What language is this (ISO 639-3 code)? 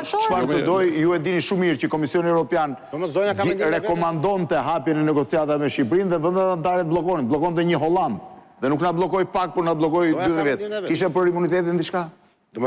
sqi